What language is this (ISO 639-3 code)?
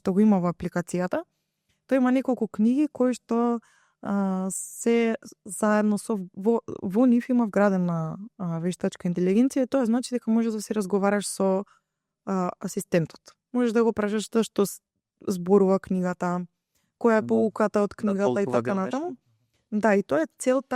mkd